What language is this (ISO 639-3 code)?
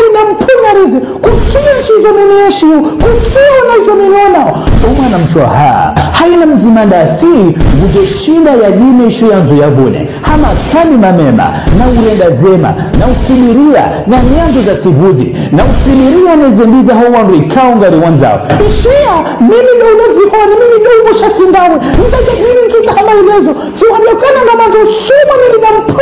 zdj